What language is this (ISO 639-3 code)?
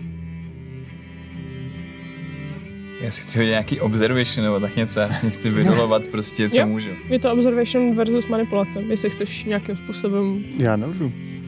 ces